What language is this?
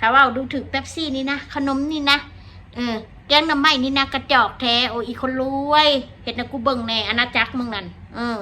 Northeastern Thai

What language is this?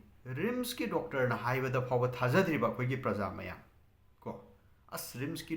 Manipuri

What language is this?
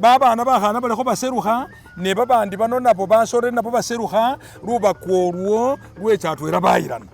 Masaaba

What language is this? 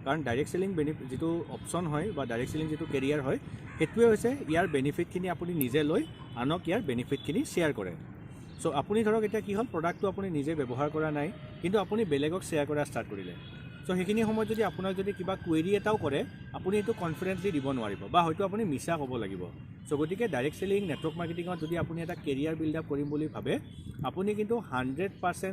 Assamese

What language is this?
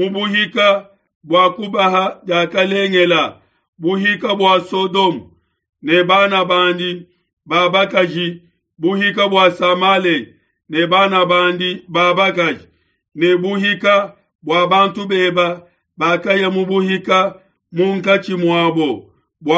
Luba-Lulua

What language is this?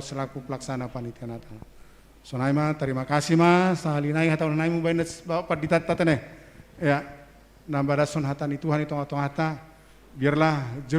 Batak Simalungun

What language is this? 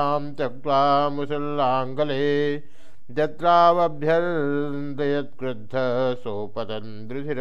Sanskrit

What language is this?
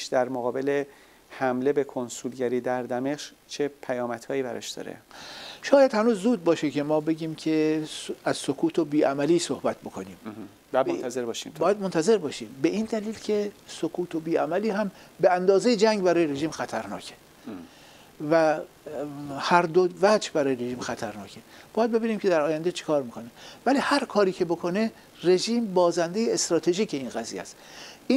Persian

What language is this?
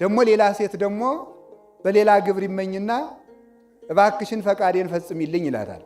Amharic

